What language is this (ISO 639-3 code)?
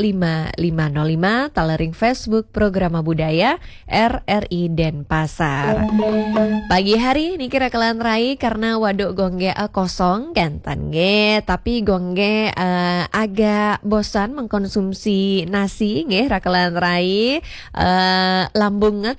ban